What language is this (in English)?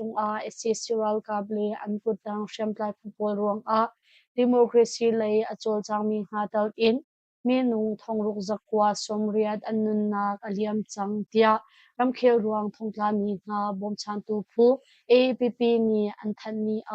Hakha Chin